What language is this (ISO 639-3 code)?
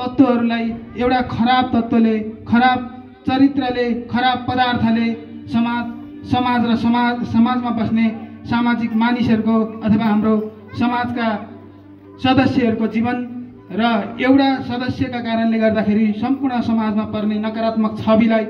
nep